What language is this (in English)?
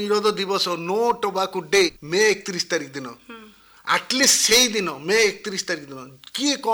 Odia